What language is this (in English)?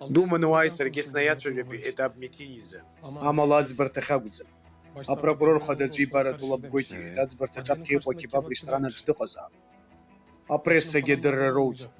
Abkhazian